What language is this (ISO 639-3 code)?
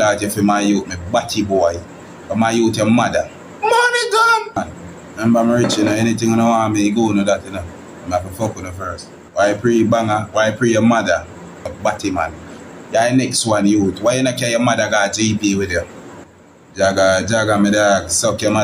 jam